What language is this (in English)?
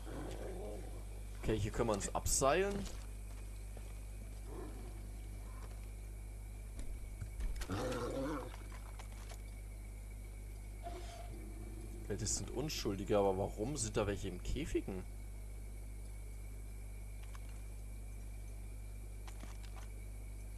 German